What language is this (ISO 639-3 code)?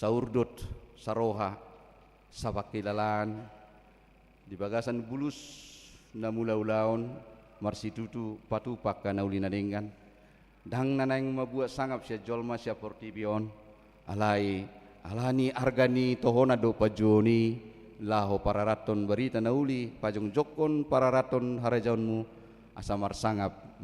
bbc